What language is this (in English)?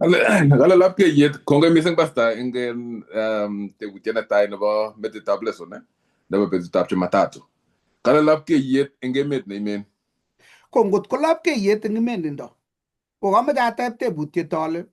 Kalenjin